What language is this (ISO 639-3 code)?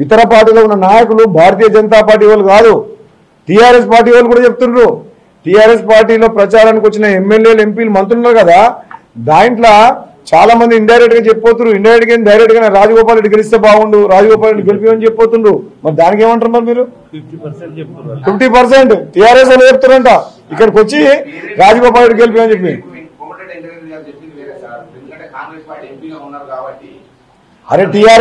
tel